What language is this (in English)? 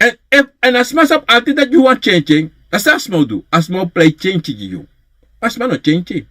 Sranan Tongo